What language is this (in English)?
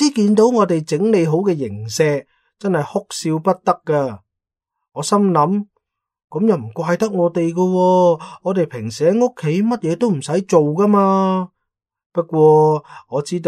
Cantonese